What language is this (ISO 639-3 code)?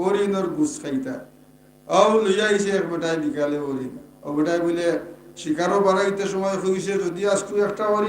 syl